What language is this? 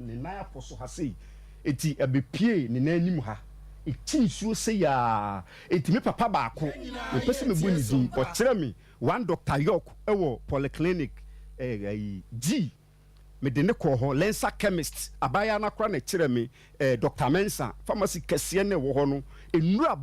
Akan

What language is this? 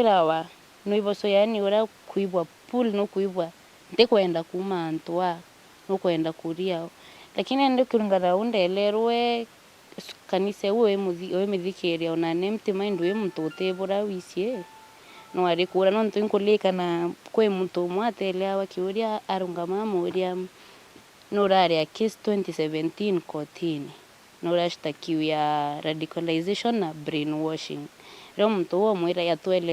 Meru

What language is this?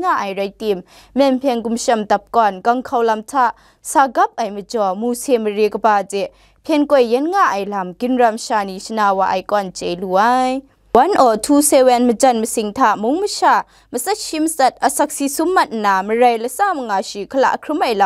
Kachin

